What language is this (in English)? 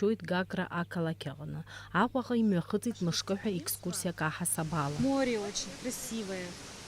Abkhazian